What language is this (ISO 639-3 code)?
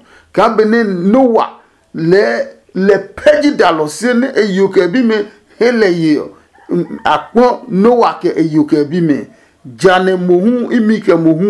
ada